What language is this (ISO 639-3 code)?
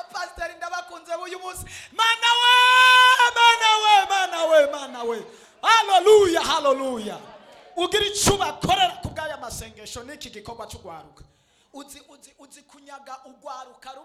run